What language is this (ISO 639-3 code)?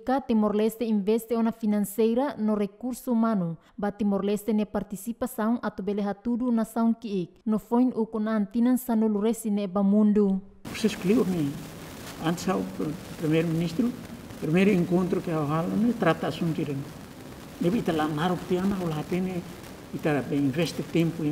tet